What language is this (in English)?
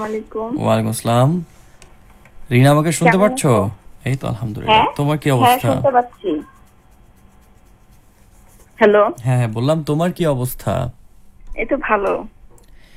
Bangla